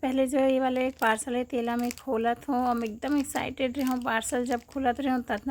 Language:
Chhattisgarhi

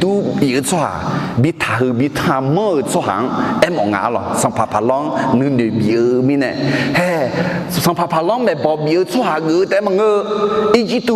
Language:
Akha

